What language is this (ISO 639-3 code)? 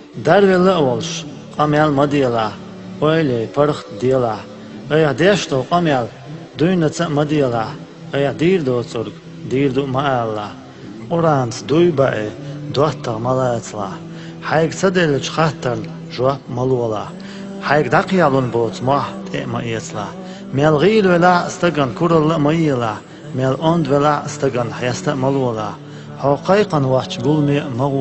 che